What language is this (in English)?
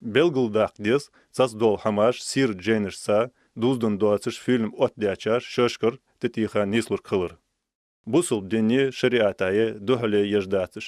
Ingush